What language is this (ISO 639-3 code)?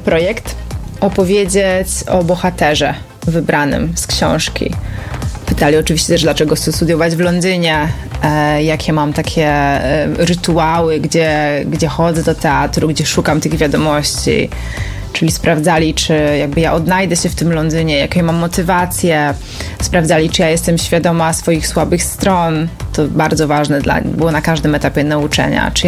pol